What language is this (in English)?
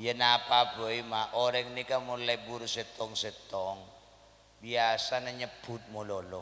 Madurese